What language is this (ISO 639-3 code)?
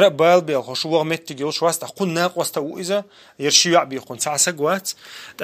che